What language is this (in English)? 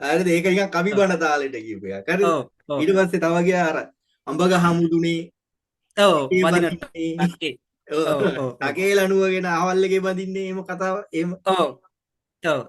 Sinhala